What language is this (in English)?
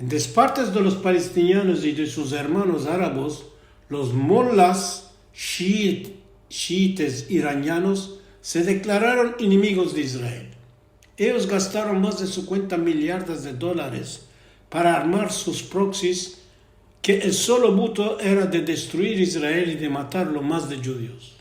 Ladino